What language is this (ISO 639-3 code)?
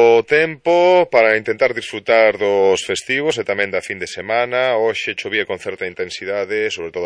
glg